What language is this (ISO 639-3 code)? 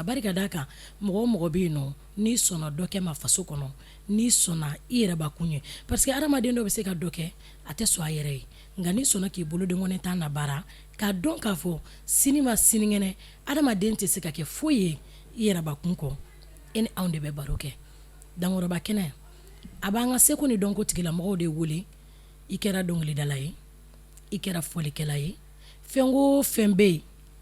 bam